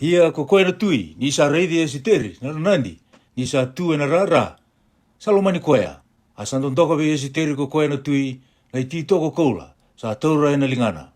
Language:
Fijian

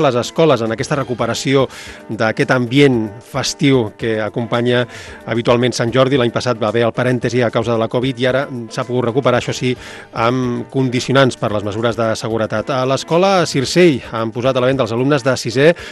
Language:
Catalan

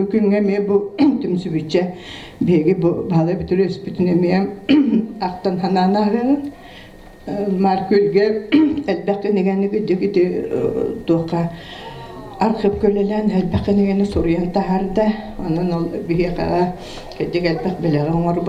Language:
Yakut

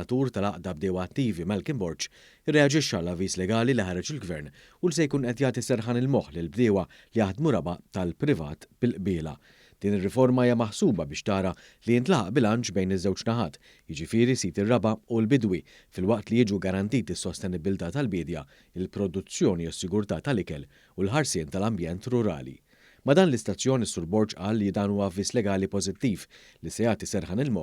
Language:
Maltese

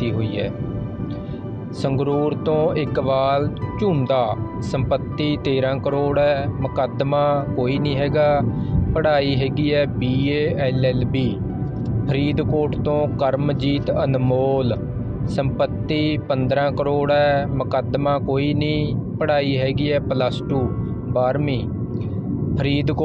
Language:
Punjabi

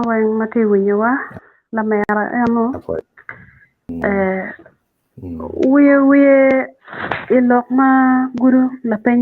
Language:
Acoli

